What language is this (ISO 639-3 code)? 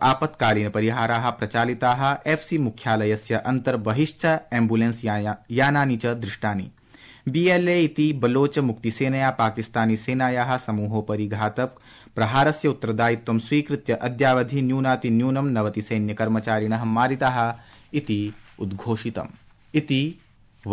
san